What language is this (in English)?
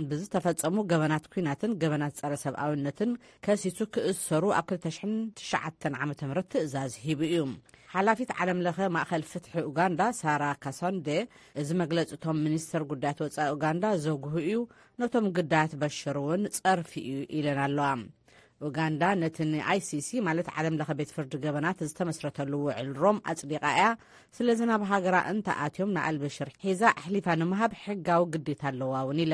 Tigrinya